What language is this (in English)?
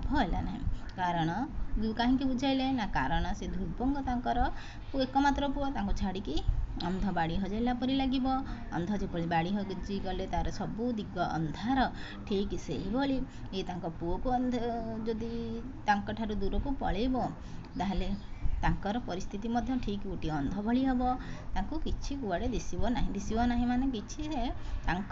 Odia